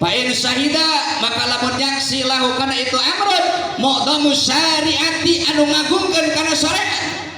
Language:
Sundanese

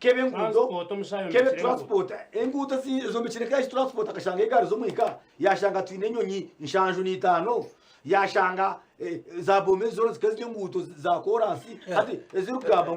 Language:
Nyankole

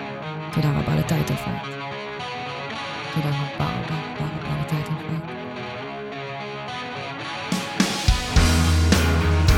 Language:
Hebrew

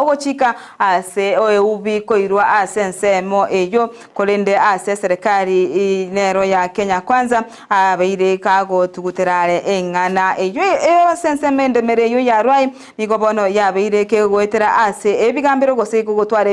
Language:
Gusii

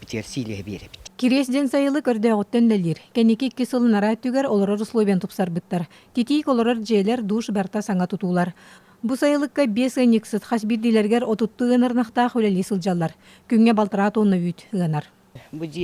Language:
Yakut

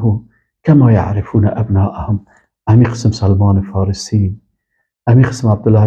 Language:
Persian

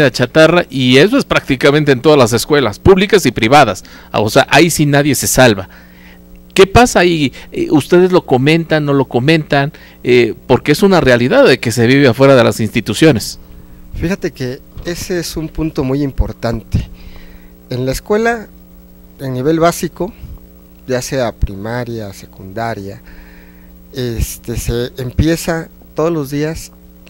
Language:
Spanish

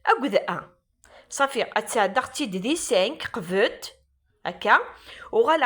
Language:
Kabyle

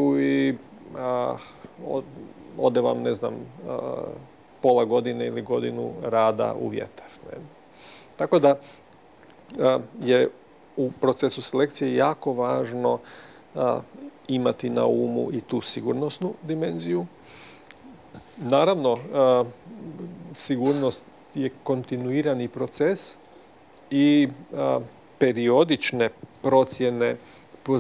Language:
Croatian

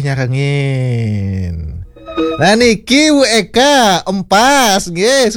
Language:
Balinese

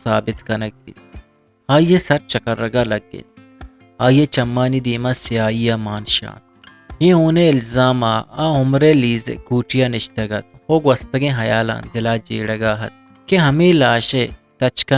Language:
Eastern Balochi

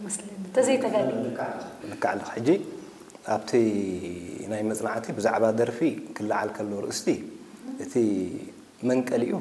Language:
Tigrinya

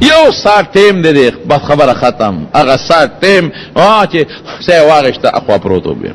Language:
Pashto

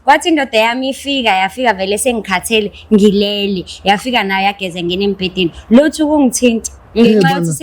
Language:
Zulu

